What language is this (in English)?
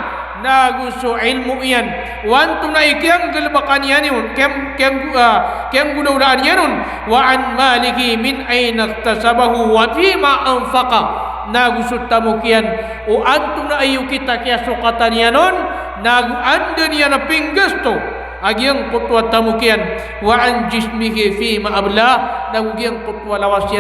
Maranao